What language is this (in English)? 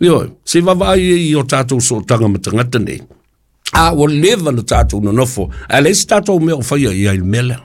Samoan